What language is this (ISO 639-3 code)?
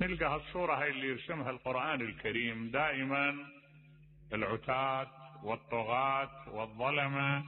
acm